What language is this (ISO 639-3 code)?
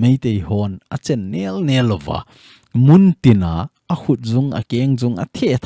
tcz